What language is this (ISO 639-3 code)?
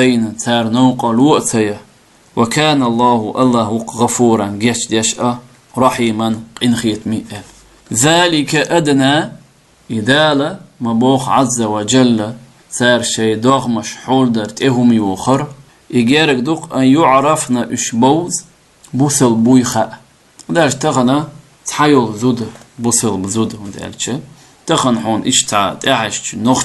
che